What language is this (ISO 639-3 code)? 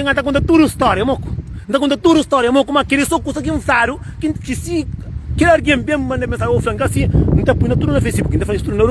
kea